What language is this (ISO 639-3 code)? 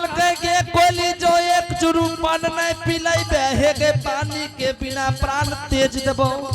anp